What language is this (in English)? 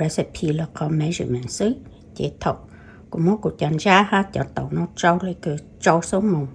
Hmong